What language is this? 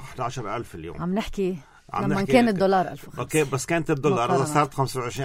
North Levantine Arabic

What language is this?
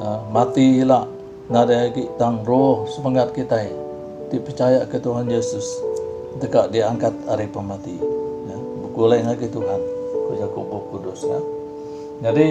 Iban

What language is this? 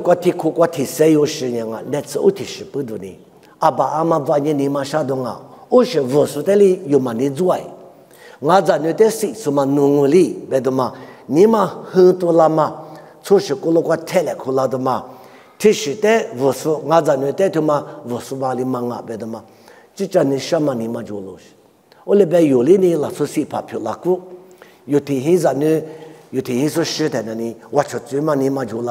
Lisu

